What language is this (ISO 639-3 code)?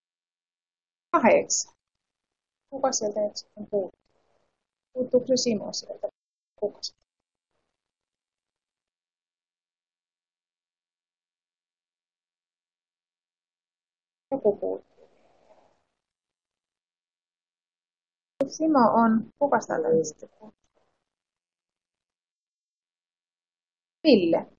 fin